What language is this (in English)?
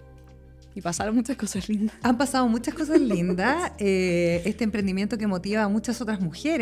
Spanish